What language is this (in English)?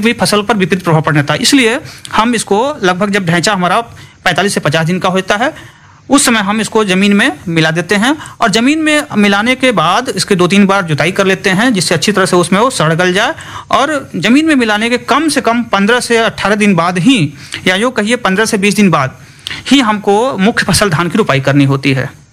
Hindi